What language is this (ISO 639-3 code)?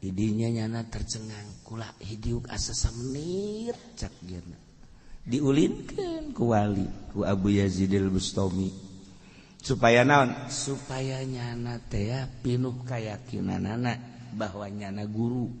sun